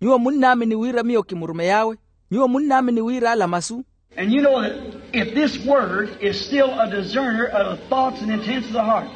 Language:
Makhuwa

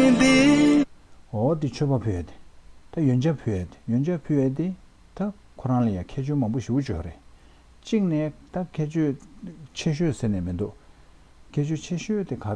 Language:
Tibetan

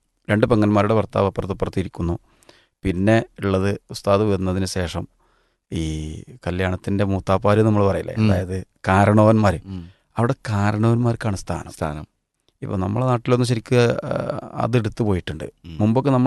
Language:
Malayalam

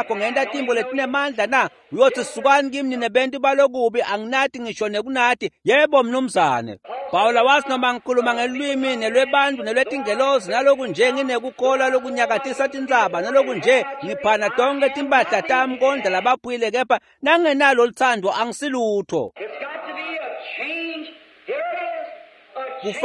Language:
Swati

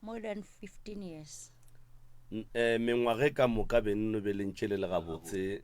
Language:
Northern Sotho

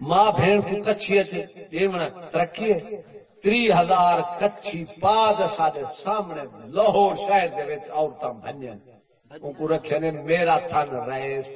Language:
Saraiki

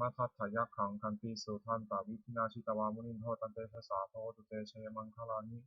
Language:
Pali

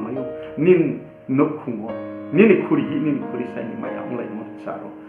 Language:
Riang (India)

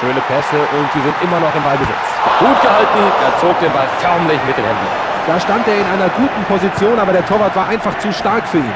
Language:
Bavarian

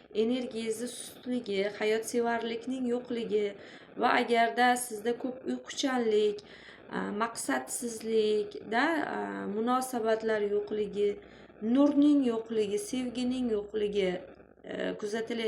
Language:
Uzbek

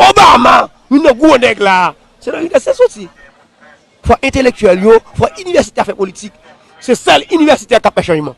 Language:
Haitian Creole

